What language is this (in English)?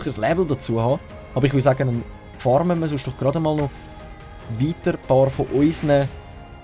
Swiss German